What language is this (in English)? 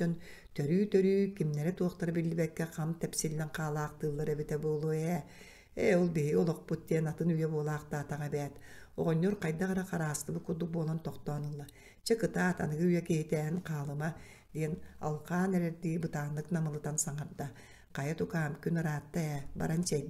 Yakut